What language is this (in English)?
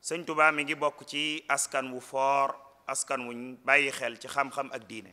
Wolof